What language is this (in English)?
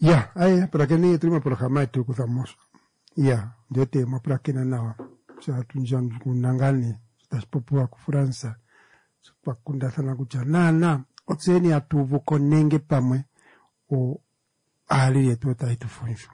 Kuanyama